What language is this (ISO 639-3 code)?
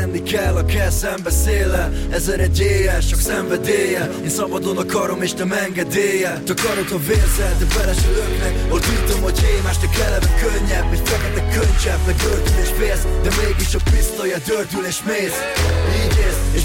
hun